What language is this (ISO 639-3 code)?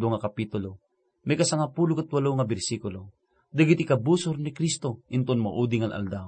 ilo